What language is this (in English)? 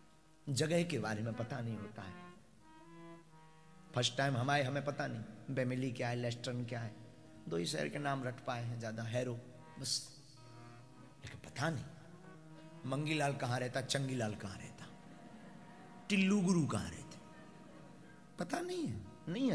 Hindi